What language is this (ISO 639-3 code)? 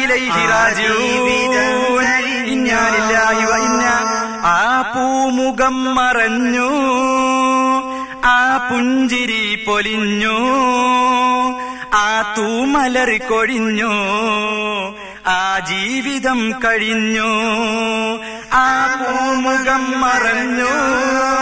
mal